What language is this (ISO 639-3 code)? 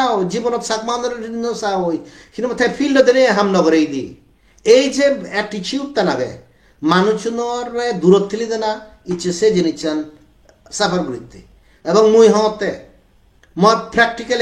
ccp